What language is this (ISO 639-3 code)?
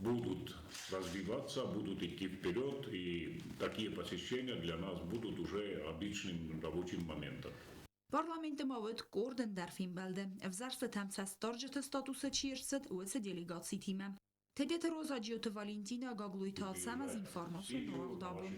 oss